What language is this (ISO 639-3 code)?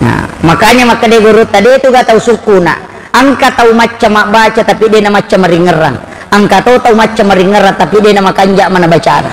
bug